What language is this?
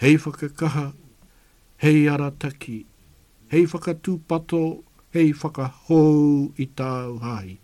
Māori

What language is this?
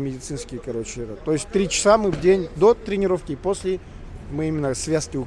Russian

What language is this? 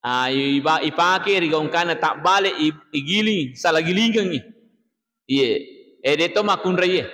Buginese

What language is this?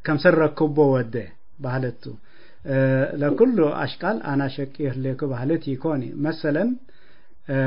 Tigre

